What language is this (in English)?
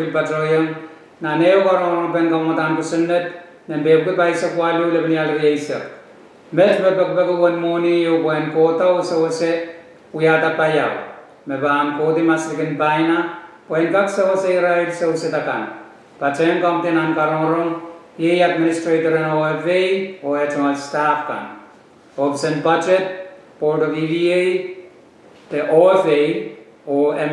Pohnpeian